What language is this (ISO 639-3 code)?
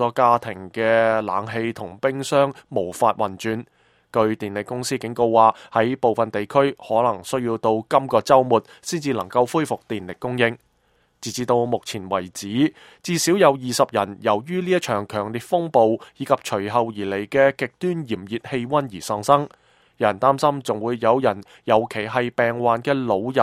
yue